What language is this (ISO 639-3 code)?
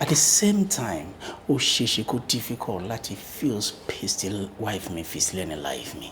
yor